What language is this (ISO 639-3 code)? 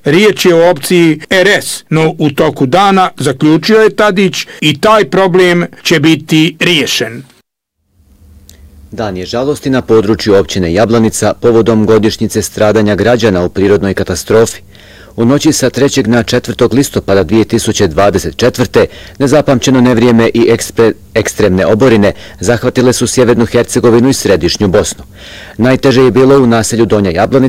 bos